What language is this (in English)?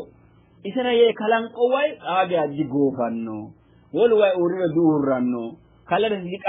Sidamo